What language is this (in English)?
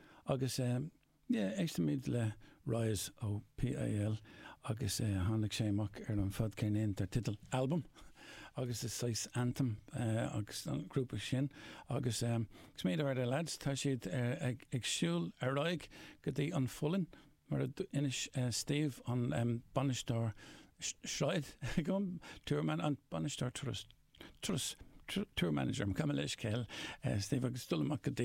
Irish